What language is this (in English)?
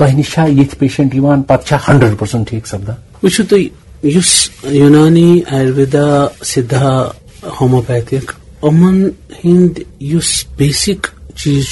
Kashmiri